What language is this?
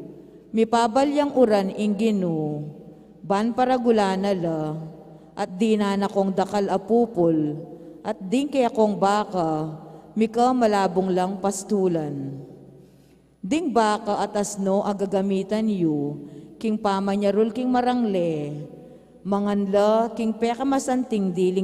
Pampanga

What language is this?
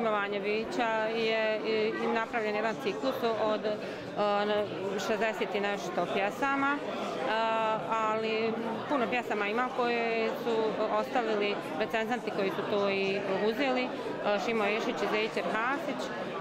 Bosnian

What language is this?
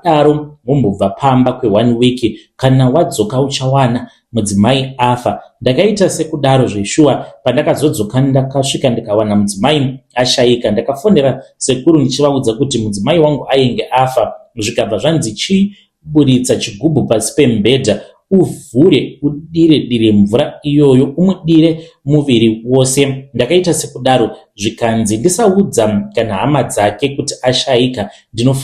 Shona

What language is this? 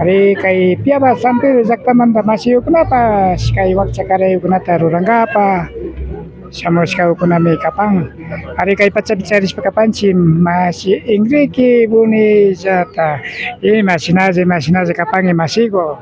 Imbabura Highland Quichua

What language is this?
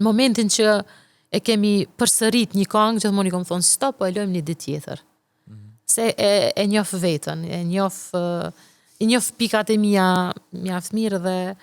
Albanian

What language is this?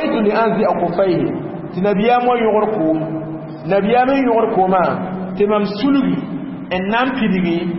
Mossi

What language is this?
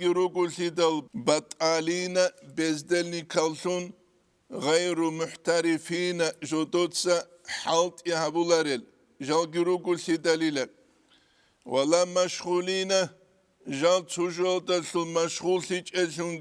Avaric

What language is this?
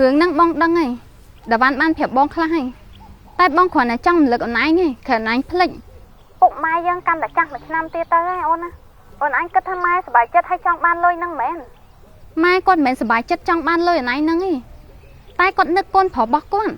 Khmer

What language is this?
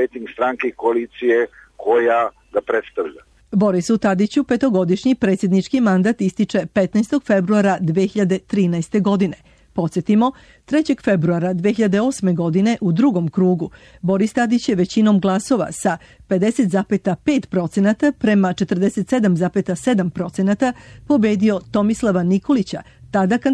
Serbian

